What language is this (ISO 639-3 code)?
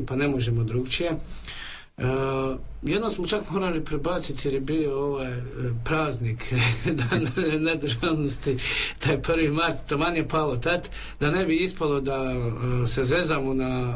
hrv